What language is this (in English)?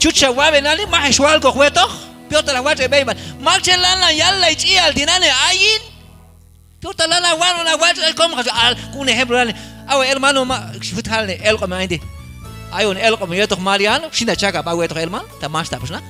Q'anjob'al